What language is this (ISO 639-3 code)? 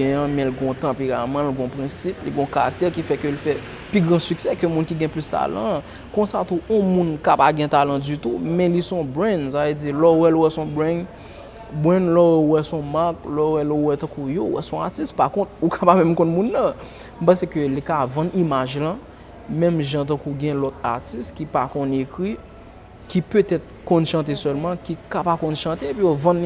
hat